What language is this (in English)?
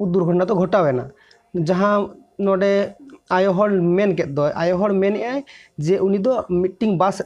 Santali